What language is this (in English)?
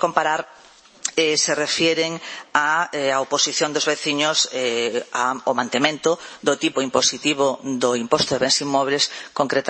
Galician